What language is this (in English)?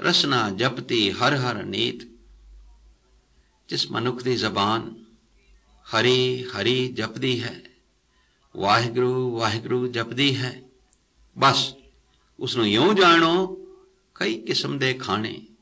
Punjabi